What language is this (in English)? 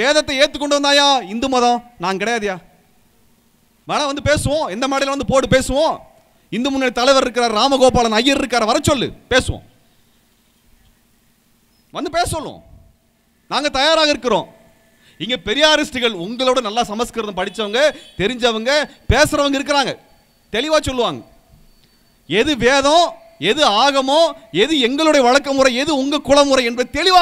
Tamil